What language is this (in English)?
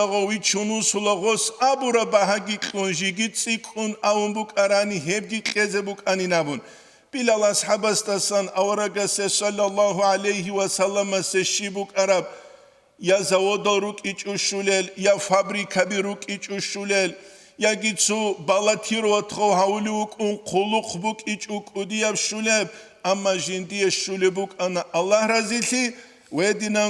Avaric